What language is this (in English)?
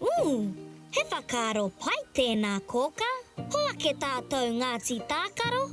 Māori